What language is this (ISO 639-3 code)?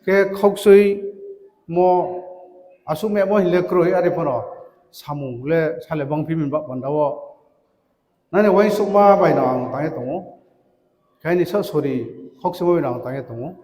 ria